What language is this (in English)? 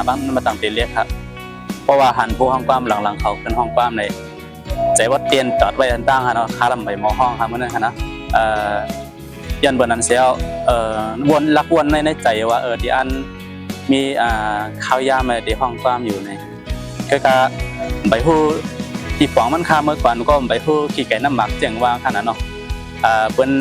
Shan